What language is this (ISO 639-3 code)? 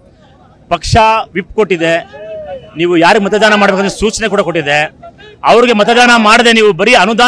kan